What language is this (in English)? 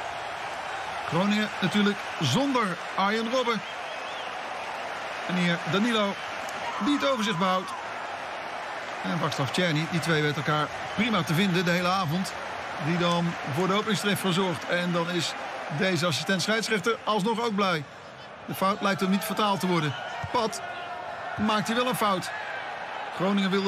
Dutch